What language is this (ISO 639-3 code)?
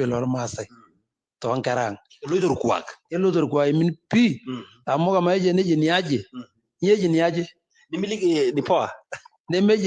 mas